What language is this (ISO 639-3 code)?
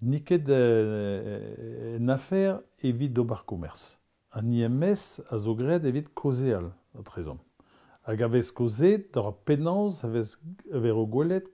bre